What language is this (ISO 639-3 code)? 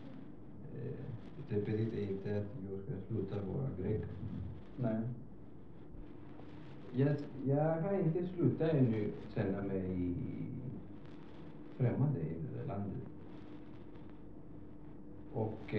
swe